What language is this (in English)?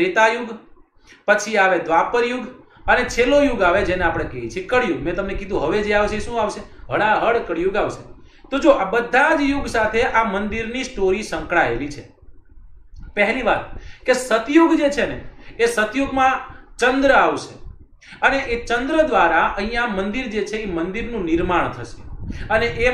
Gujarati